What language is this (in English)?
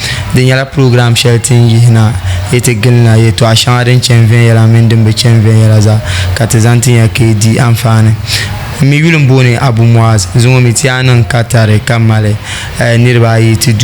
Dagbani